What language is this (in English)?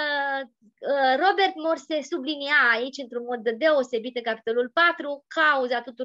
Romanian